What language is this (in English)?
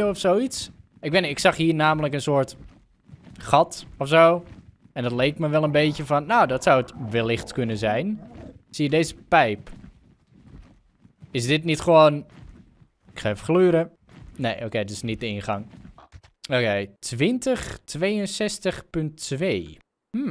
Dutch